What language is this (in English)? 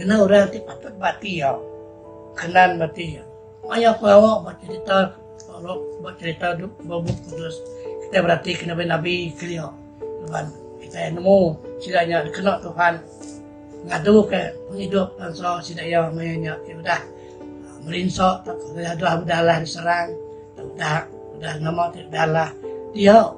Iban